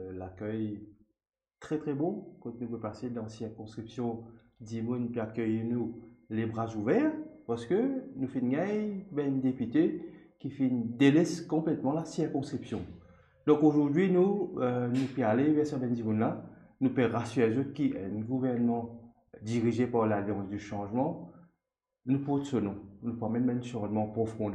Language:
Morisyen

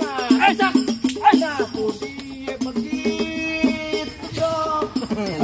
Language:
Betawi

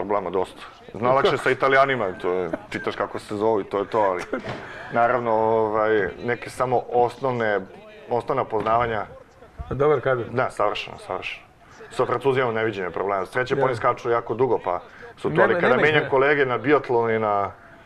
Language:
Serbian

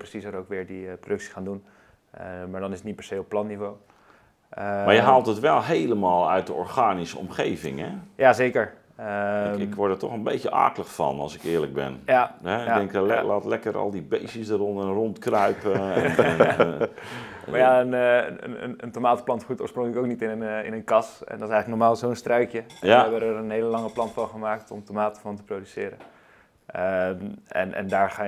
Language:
Dutch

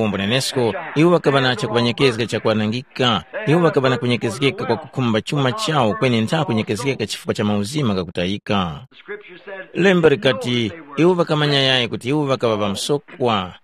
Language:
Tumbuka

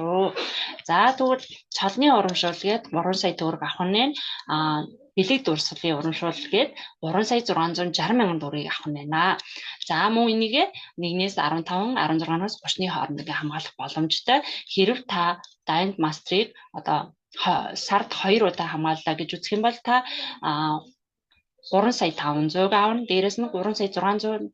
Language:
Mongolian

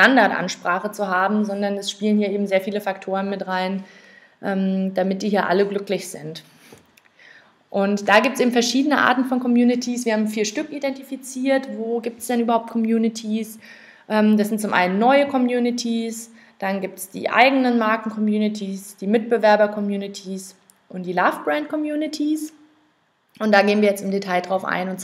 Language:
German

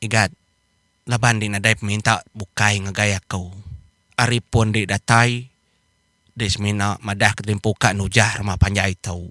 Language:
Iban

